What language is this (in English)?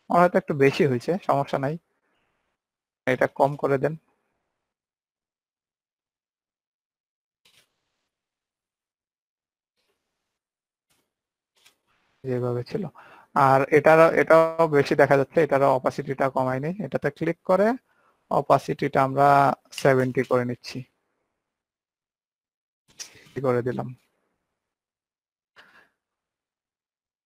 Bangla